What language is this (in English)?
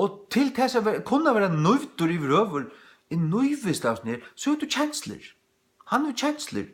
Faroese